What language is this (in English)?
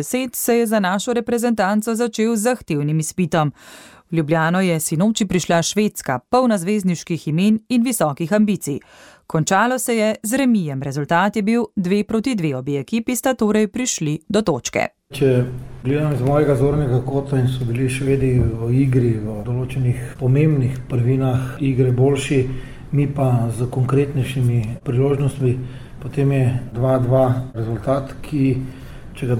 Slovenian